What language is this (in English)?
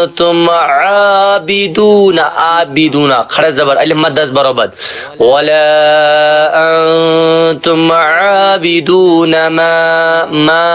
Kashmiri